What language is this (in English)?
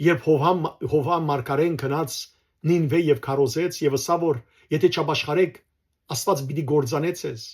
Western Armenian